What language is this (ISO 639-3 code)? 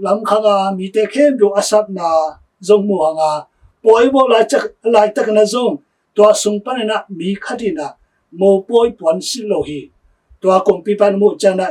ctd